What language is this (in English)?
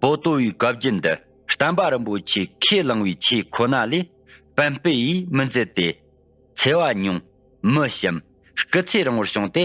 Tibetan